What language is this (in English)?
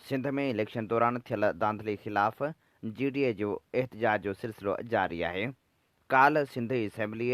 Sindhi